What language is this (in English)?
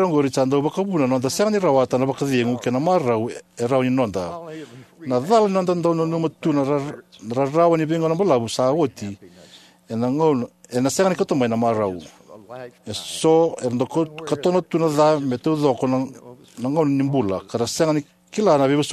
Fijian